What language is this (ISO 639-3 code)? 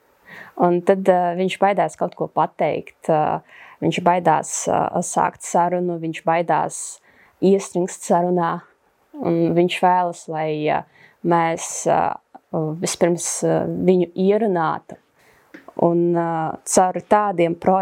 lav